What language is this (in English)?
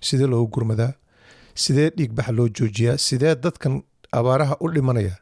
Somali